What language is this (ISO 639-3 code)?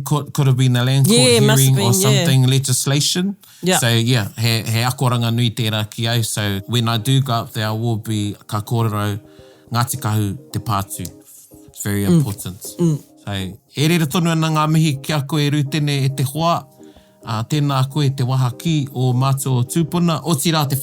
mri